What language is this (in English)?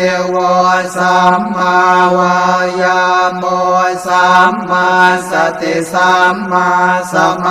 Pali